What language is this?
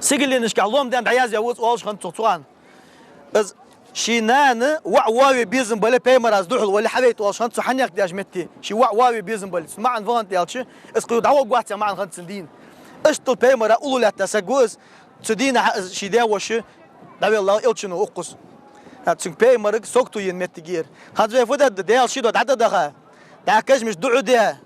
Ingush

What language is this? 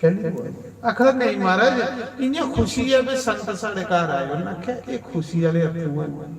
Dogri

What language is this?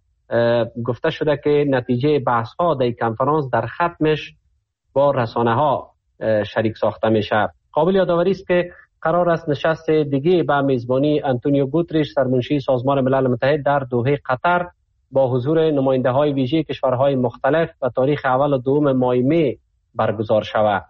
Persian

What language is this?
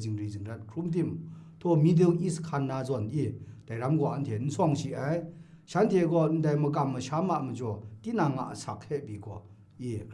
Kachin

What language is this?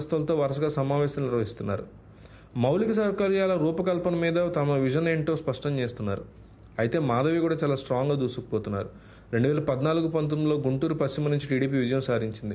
Telugu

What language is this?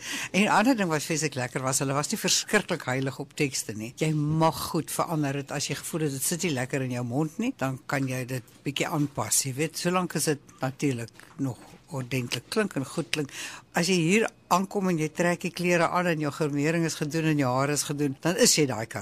Afrikaans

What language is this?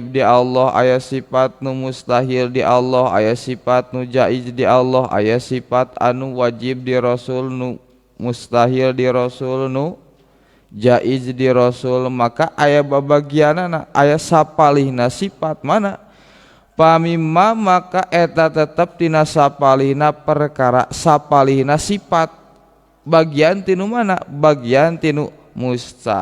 Sundanese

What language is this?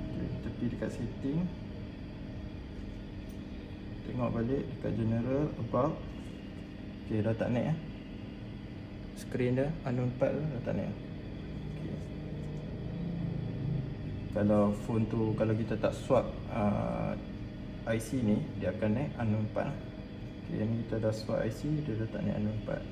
Malay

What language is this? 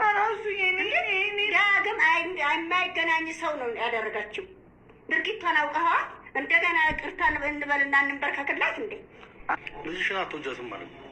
Amharic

